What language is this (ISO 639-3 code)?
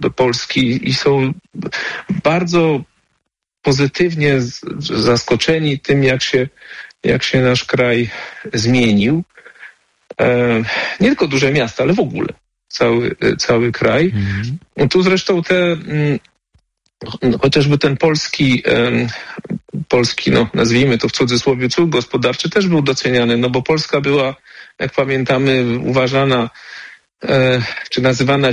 pol